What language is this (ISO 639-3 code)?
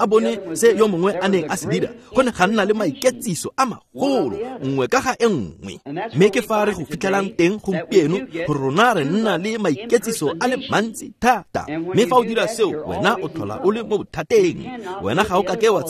tsn